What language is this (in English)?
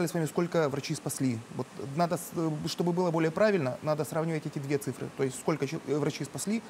Russian